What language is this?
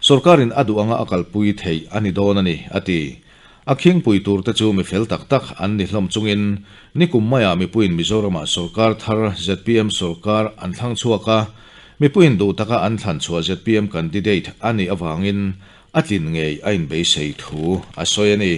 Mizo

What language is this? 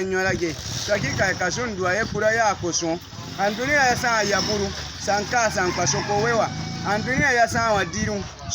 Baatonum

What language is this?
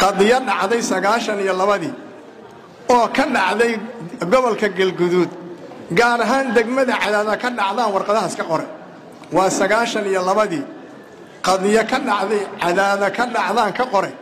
Somali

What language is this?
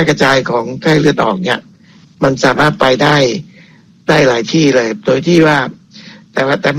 Thai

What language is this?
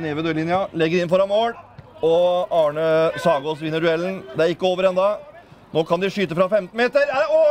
Norwegian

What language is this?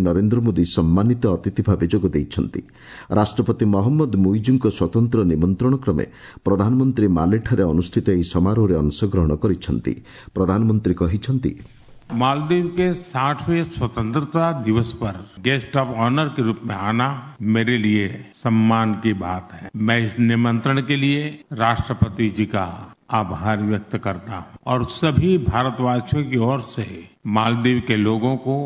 Odia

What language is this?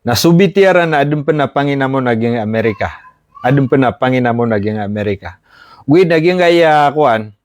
Maranao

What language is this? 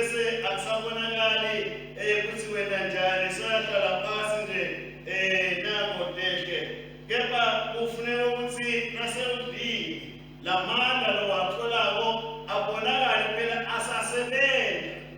Swati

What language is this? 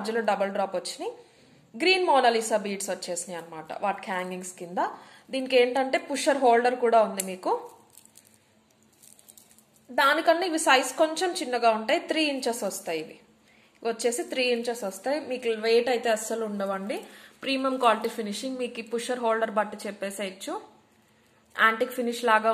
Telugu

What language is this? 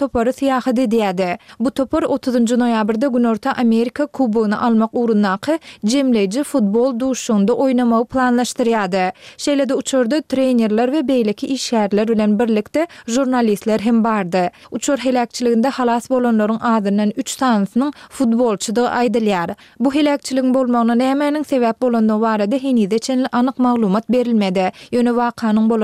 Turkmen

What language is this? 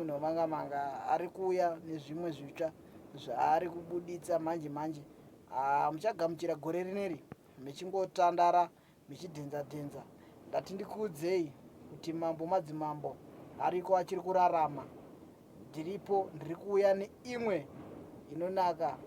Shona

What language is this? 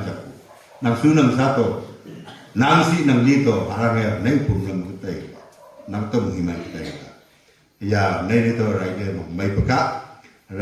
Wancho Naga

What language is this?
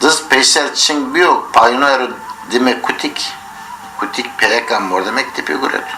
Zaza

